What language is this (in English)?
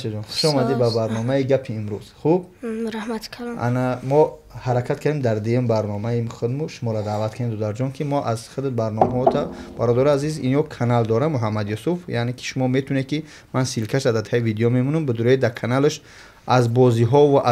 Tajik